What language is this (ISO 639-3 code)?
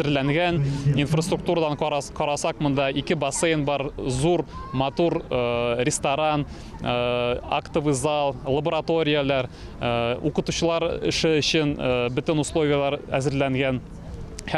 tat